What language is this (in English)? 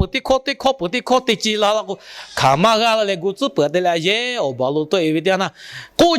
Lahu